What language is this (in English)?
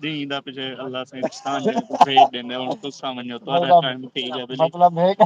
Saraiki